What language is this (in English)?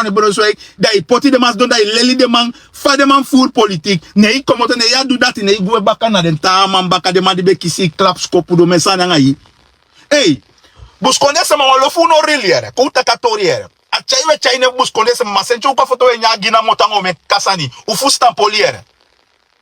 Sranan Tongo